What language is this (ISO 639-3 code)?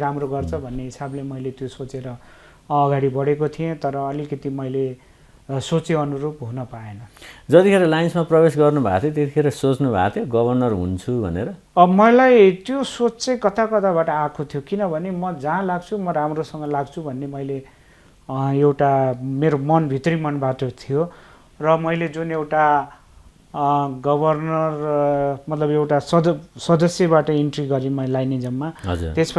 nep